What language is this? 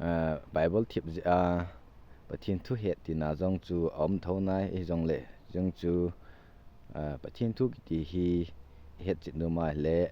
Thado Chin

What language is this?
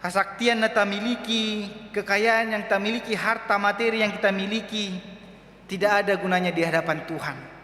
Batak Toba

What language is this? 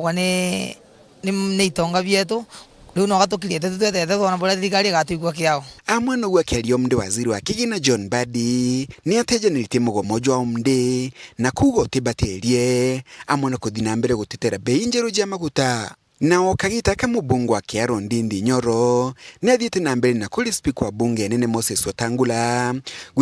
Meru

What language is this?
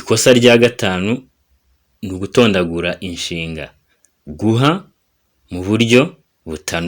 Kinyarwanda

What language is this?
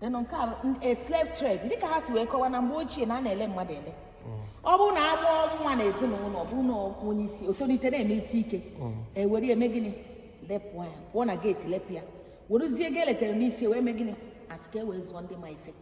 Igbo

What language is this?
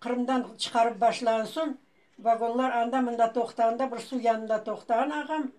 Crimean Tatar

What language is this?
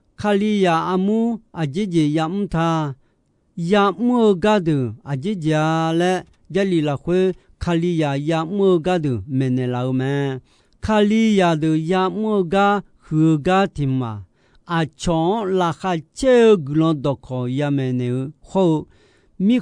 Akha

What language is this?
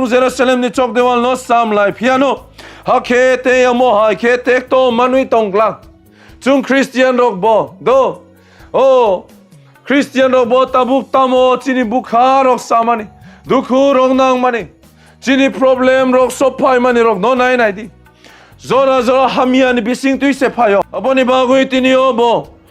Kok Borok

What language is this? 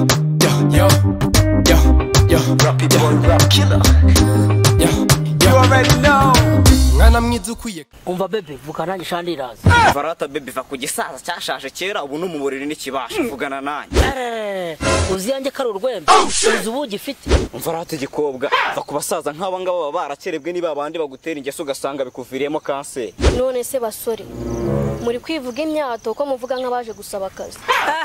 Kinyarwanda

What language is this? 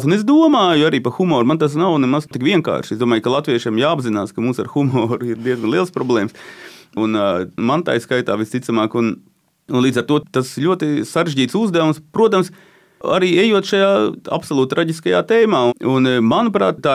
Latvian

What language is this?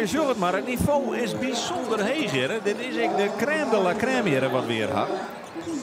Western Frisian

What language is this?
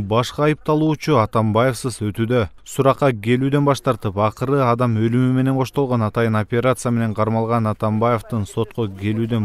Kyrgyz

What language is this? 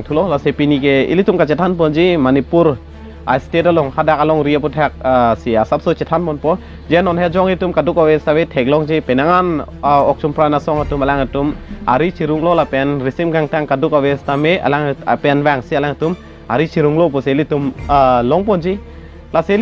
Karbi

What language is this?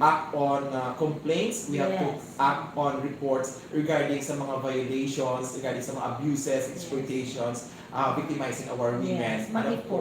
Hiligaynon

